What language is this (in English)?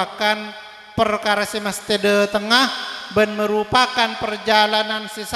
Madurese